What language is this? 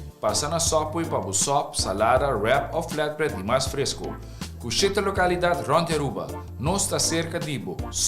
Papiamento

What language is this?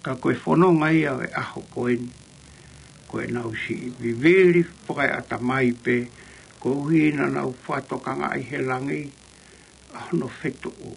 Tongan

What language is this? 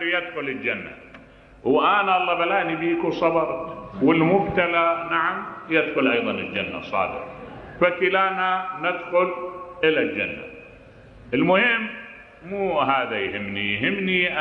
Mesopotamian Arabic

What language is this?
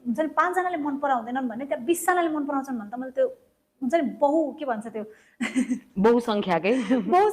Nepali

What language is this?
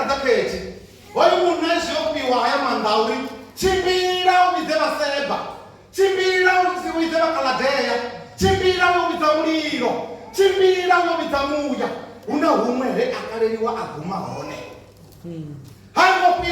Venda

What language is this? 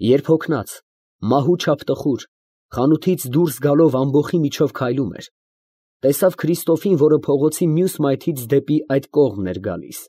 Armenian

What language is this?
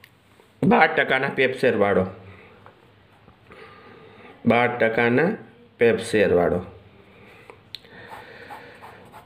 Gujarati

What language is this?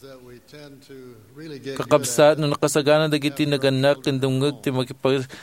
Iloko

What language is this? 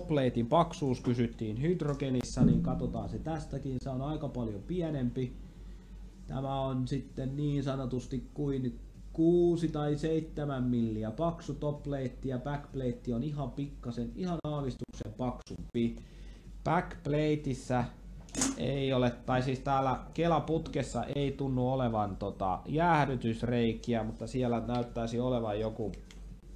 Finnish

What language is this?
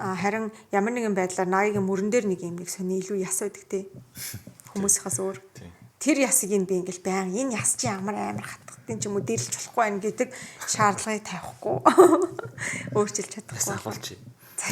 Mongolian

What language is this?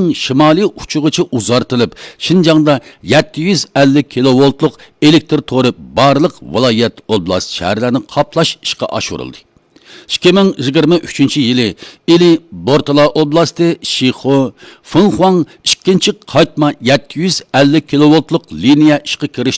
Uyghur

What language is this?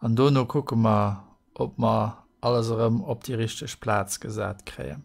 Luxembourgish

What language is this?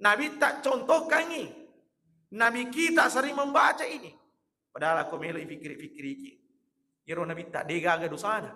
Buginese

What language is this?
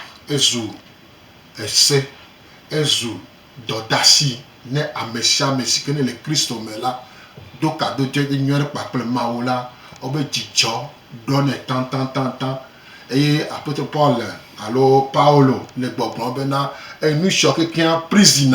Gen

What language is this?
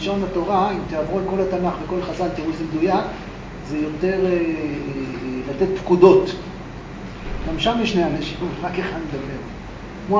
Hebrew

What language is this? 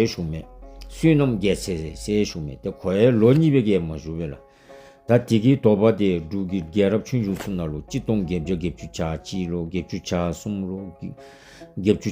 Dzongkha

